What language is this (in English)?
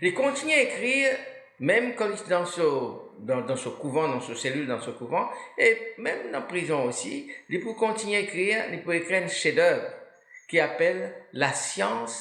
Morisyen